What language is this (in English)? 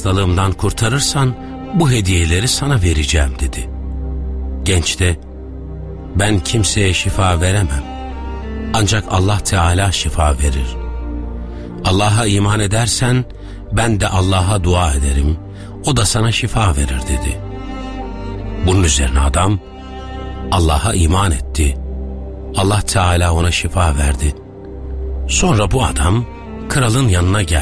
Turkish